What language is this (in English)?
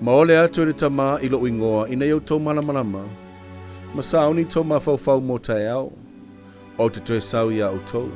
Samoan